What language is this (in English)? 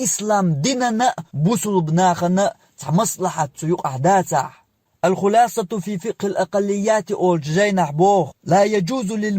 Chechen